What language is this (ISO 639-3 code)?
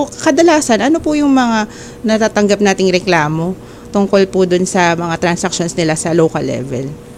fil